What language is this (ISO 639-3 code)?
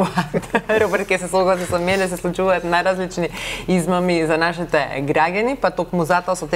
mkd